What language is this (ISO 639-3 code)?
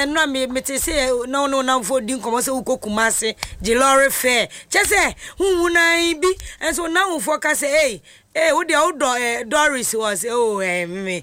aka